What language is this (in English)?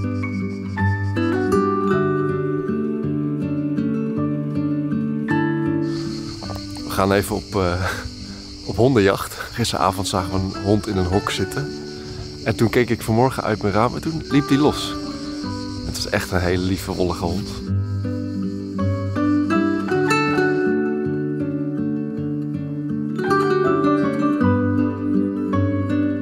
Dutch